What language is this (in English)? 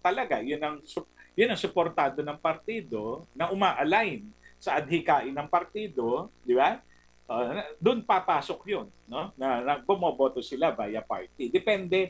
Filipino